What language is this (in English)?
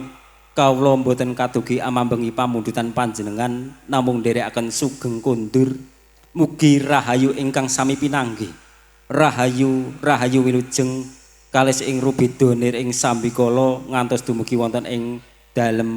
Javanese